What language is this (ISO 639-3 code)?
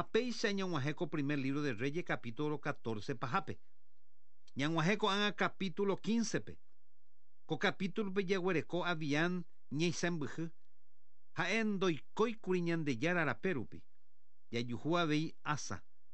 grn